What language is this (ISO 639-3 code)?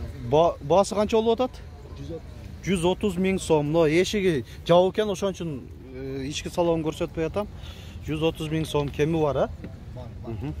kir